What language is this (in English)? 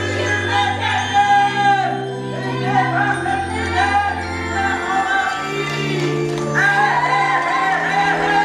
Bashkir